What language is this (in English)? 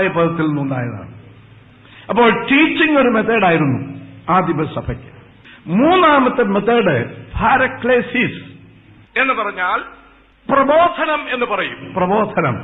Malayalam